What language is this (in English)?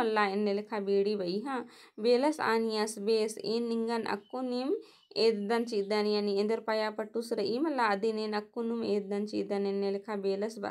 Kurukh